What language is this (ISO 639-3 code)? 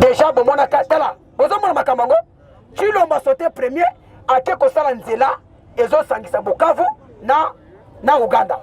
lin